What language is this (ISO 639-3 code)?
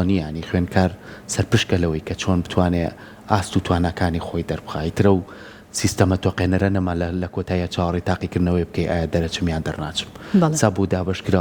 ckb